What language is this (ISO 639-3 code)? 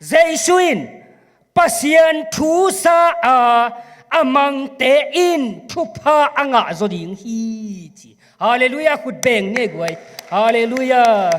ctd